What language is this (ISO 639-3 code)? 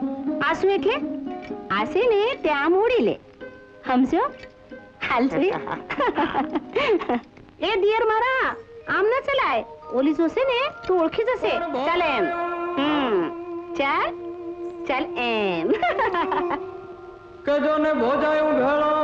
guj